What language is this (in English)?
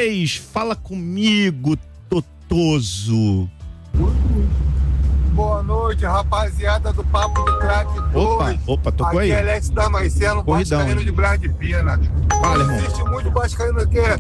Portuguese